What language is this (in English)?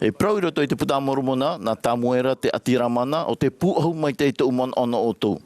Tahitian